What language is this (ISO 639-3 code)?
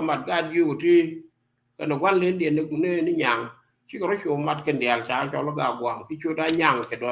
nus